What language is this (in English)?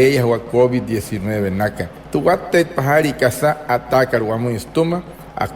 Wayuu